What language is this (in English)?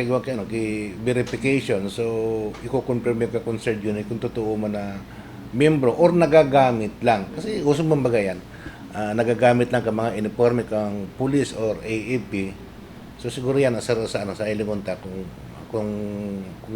Bikol